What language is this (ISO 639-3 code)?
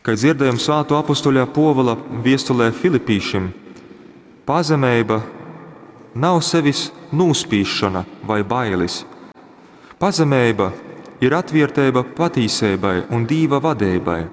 ltg